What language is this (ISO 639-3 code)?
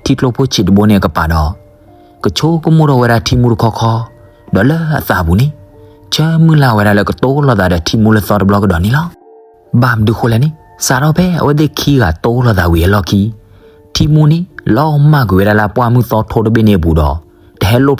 ksw